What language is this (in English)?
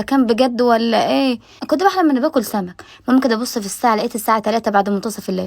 Egyptian Arabic